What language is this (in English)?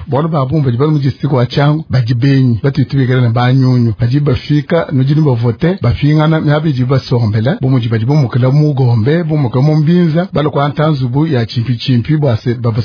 Luba-Lulua